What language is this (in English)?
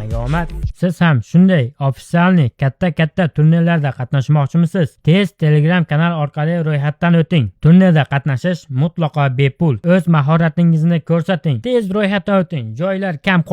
Uzbek